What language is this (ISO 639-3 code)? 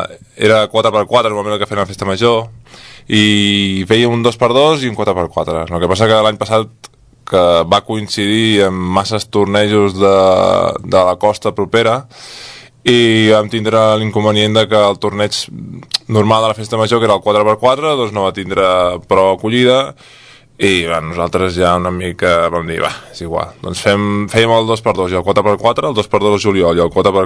cat